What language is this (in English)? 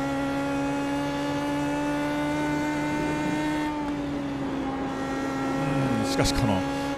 Japanese